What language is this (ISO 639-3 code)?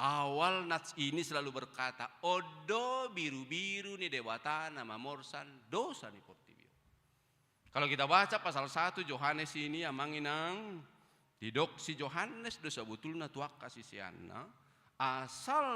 bbc